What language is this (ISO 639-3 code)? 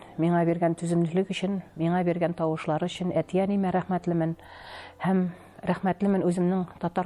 tat